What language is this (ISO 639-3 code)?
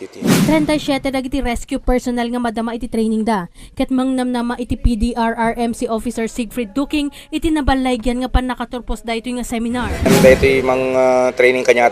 ilo